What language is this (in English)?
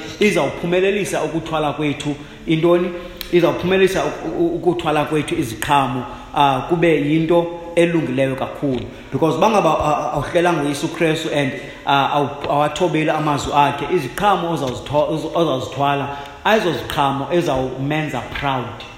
Xhosa